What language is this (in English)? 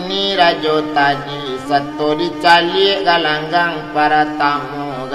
Minangkabau